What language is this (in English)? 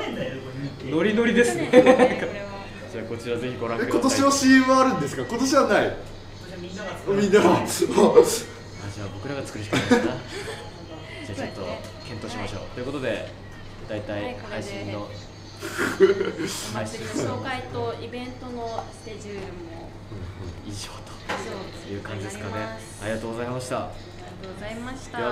Japanese